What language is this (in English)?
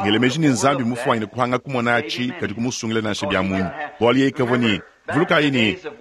Luba-Lulua